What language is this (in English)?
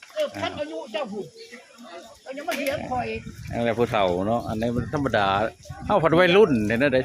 Northeastern Thai